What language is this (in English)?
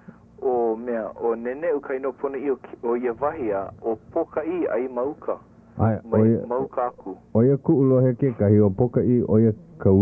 Hawaiian